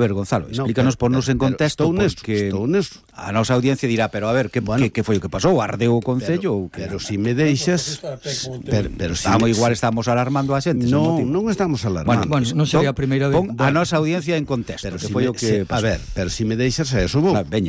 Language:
Galician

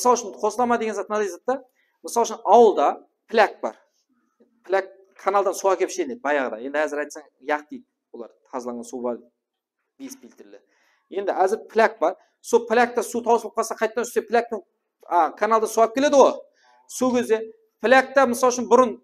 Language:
Kara-Kalpak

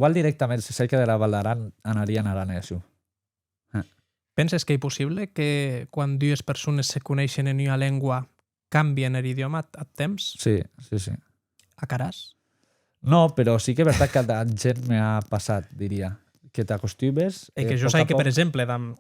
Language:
Occitan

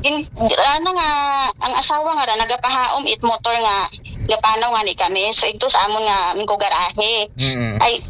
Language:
Aklanon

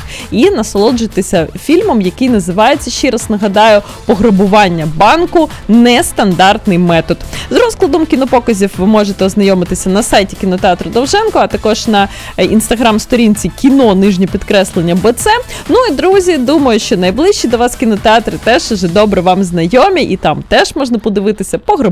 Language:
Ukrainian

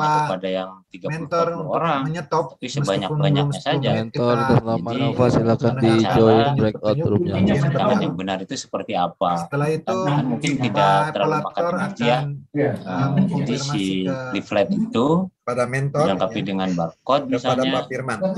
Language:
Indonesian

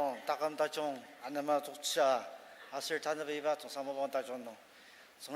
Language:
Ao Naga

